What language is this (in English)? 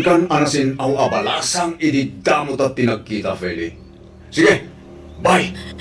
Iloko